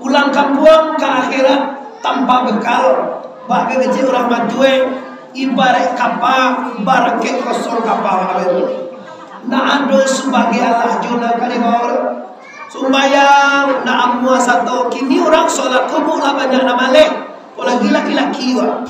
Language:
Minangkabau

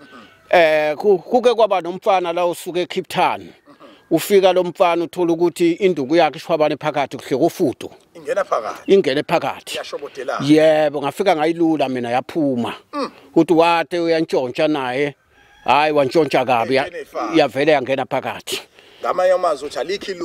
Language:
Zulu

